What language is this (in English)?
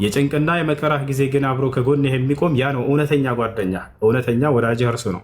Amharic